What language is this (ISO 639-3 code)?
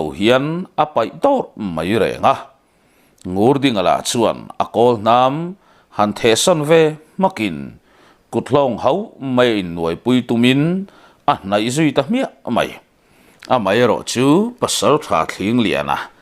lus